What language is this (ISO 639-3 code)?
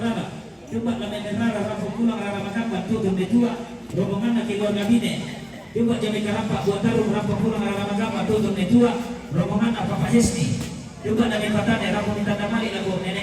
sda